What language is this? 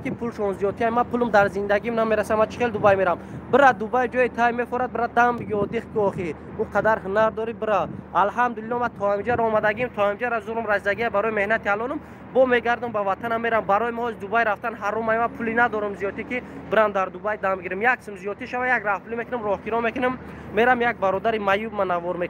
Tajik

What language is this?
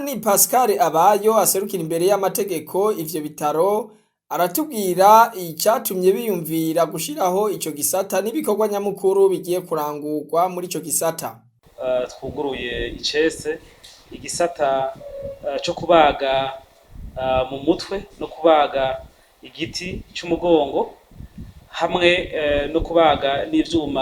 Rundi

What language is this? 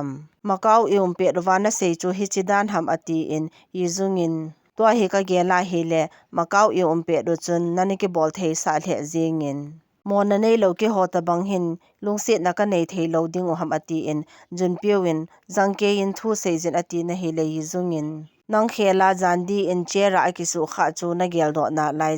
Thado Chin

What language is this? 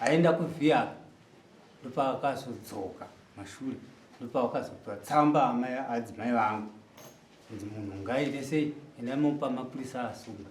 Shona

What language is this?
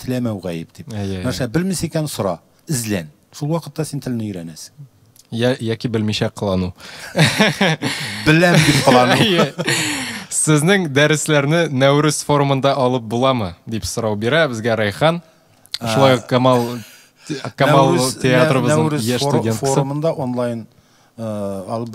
Tatar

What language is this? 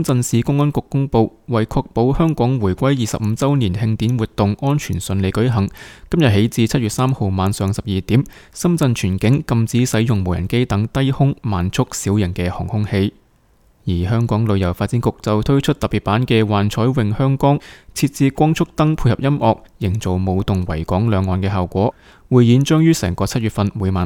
Cantonese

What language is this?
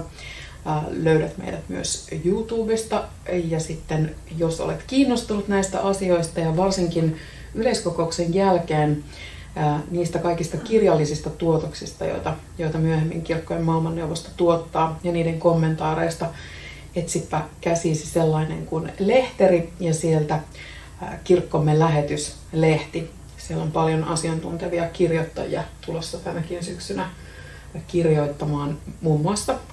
Finnish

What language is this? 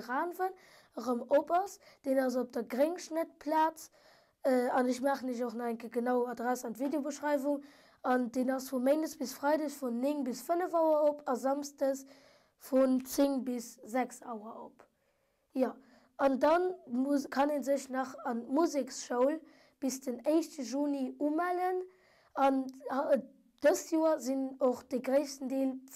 Luxembourgish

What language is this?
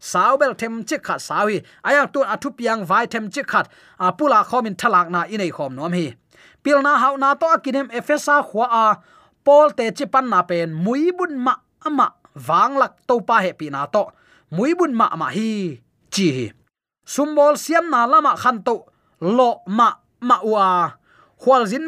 Tedim Chin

